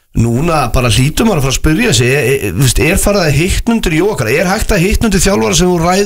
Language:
Icelandic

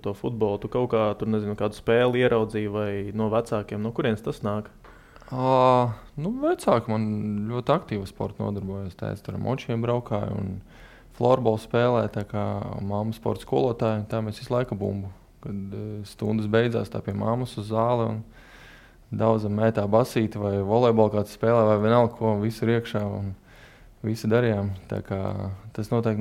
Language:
Latvian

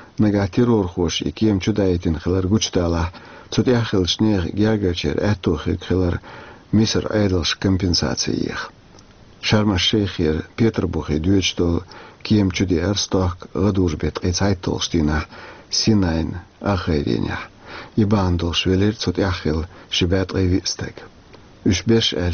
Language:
Chechen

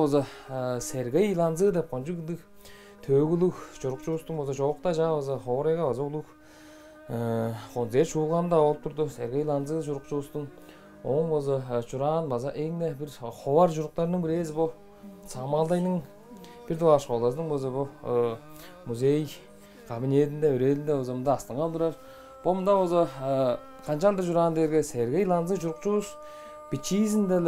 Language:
Tuvinian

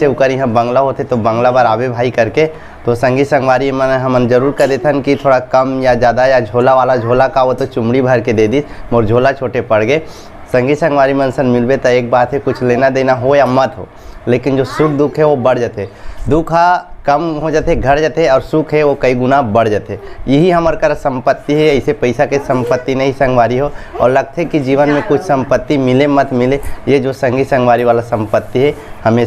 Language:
Chhattisgarhi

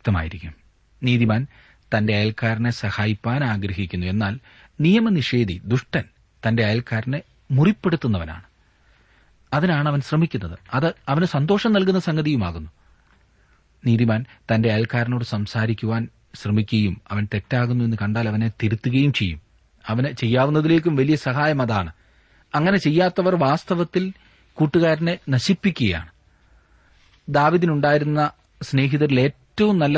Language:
Malayalam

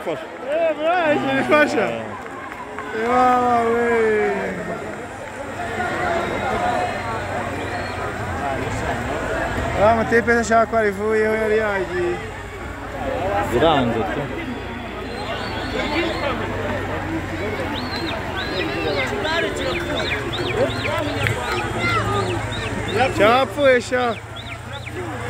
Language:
Kinyarwanda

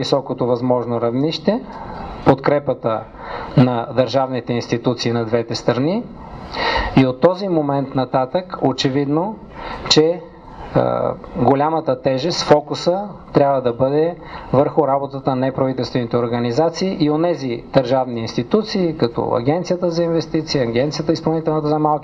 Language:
Bulgarian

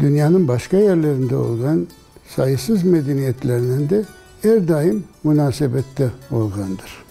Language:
Crimean Tatar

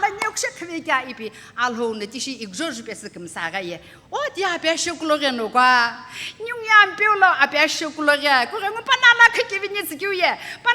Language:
Sumi Naga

